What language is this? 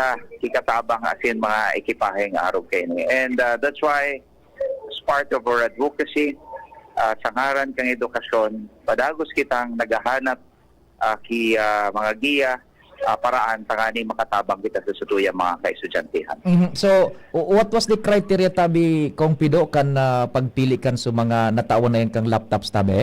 Bikol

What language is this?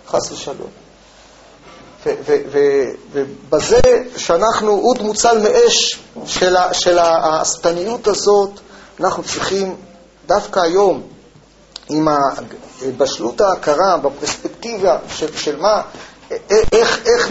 Hebrew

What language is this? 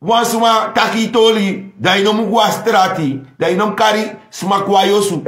Sranan Tongo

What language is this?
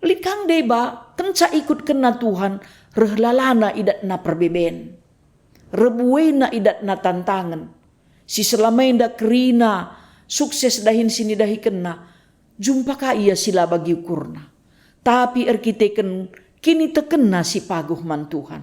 Batak Karo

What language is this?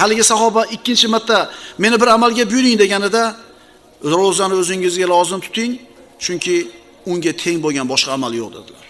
Uzbek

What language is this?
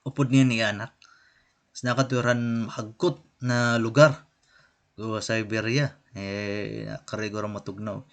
Waray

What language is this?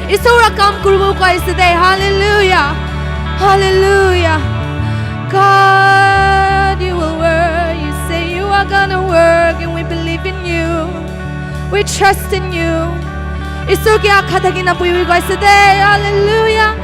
Naga Pidgin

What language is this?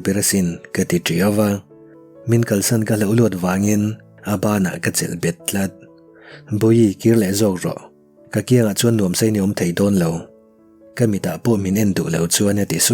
Mizo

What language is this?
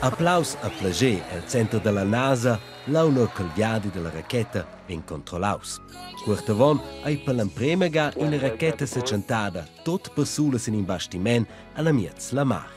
Romansh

